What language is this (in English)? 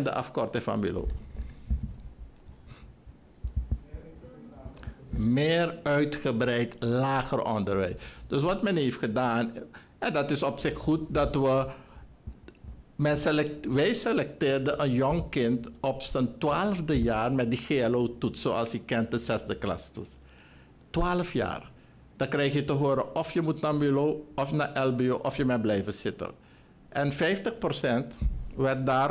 Dutch